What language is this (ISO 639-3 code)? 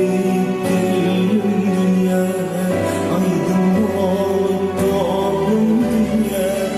tuk